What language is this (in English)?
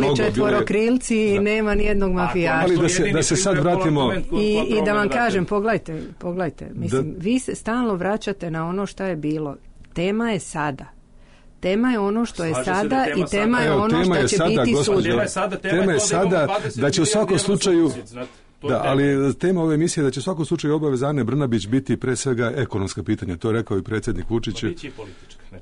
Serbian